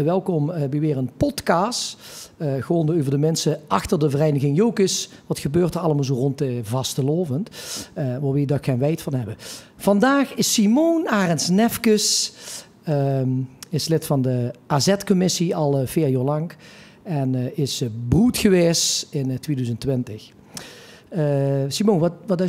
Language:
Limburgish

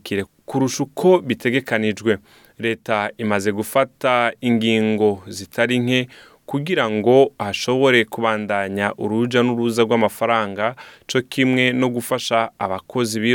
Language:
Rundi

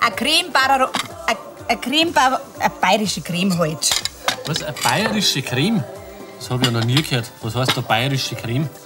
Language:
Bavarian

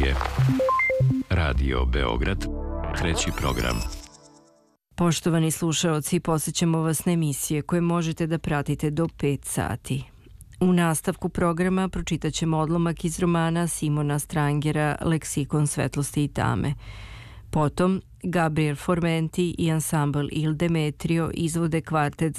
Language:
Serbian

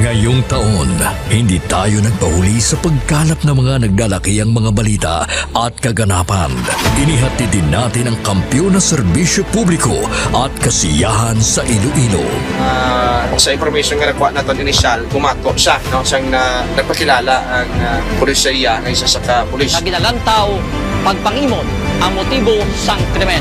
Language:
Hiligaynon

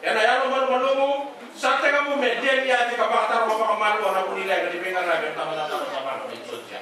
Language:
Fijian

